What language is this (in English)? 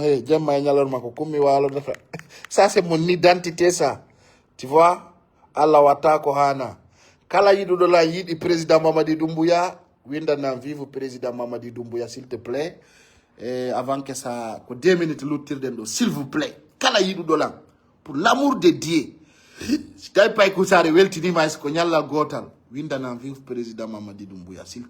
Fula